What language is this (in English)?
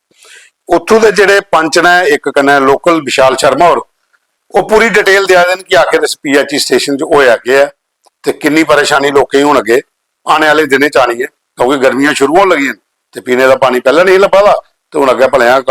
Dogri